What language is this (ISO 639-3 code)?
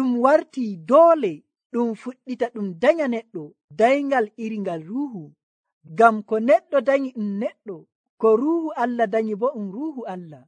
fuv